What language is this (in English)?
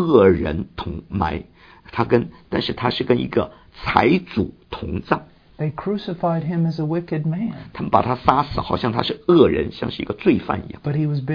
Chinese